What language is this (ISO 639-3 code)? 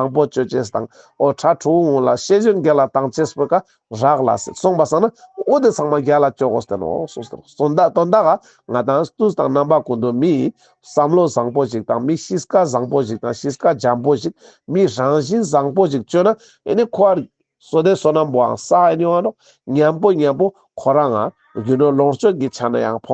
lbj